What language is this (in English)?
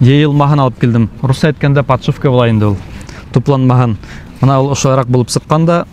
Bashkir